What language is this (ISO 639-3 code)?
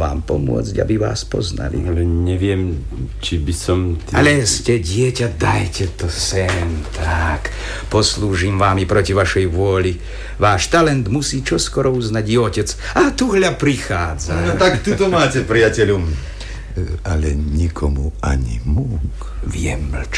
slk